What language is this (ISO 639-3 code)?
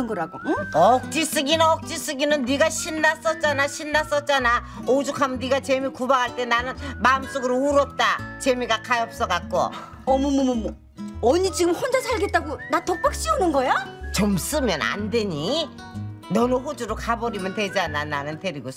kor